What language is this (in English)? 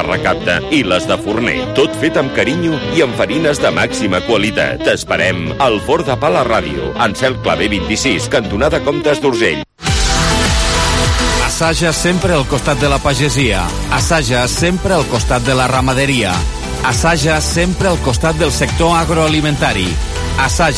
Catalan